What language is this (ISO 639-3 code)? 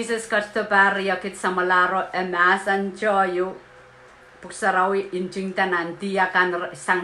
pon